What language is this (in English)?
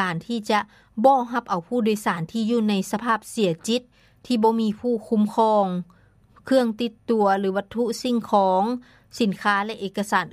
Lao